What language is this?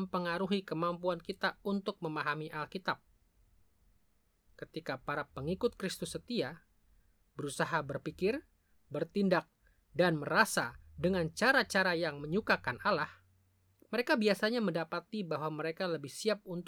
Indonesian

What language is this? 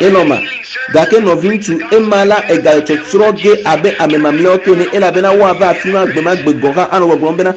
Ewe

